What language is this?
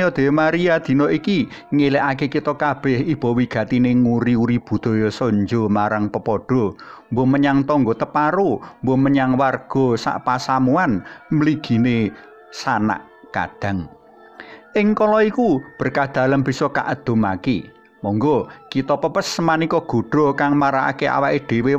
Javanese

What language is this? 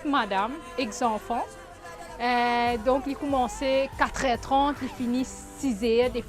Morisyen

